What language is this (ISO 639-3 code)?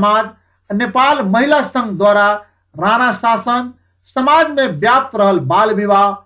bho